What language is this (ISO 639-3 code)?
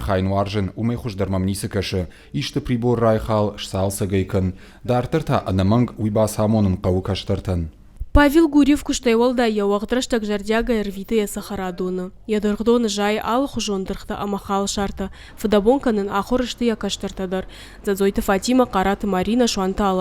oss